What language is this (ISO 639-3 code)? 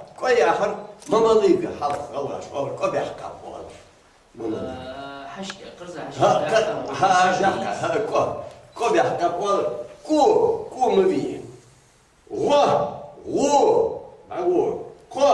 inh